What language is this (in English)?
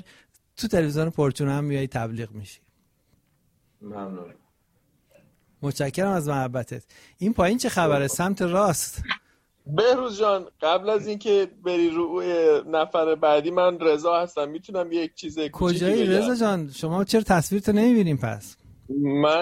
Persian